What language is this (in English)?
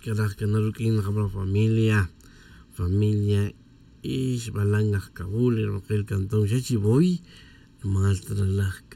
Tz'utujil